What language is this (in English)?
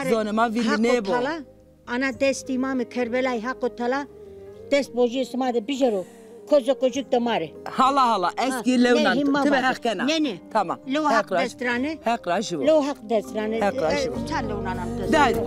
Zaza